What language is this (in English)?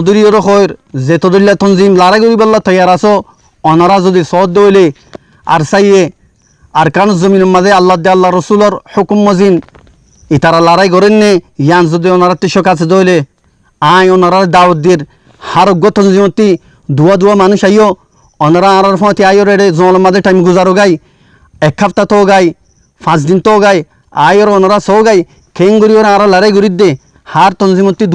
Rohingya